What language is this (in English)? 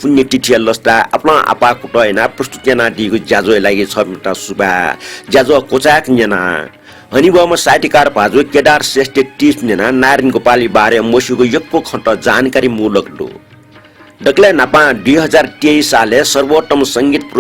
Newari